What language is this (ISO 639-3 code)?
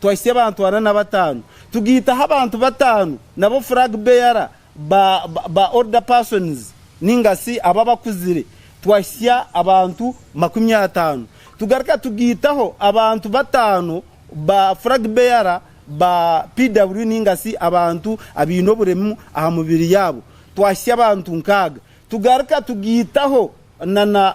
nyn